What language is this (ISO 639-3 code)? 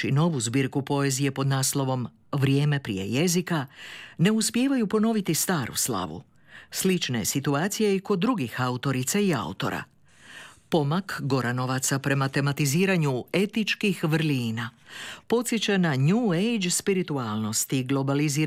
hrv